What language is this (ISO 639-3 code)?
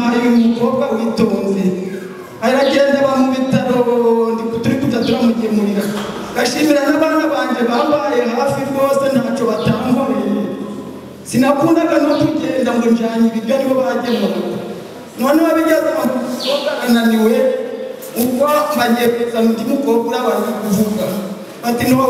kin